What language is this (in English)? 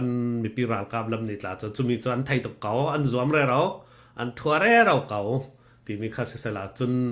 Falam Chin